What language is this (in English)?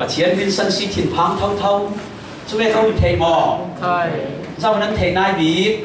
Falam Chin